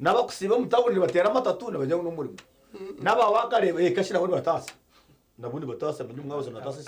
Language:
Nyankole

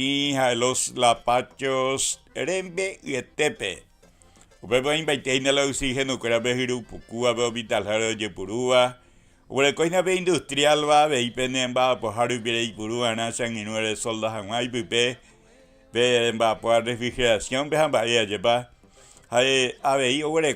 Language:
Guarani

